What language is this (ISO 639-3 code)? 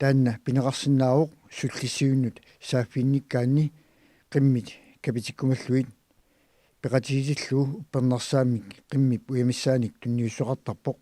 kal